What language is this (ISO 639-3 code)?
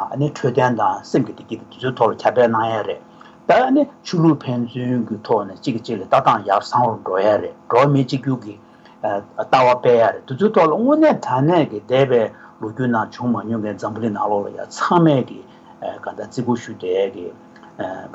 bod